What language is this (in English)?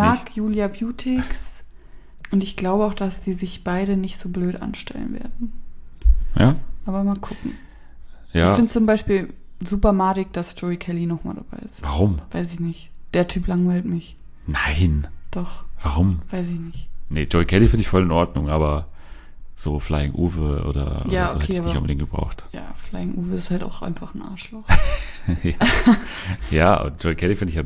German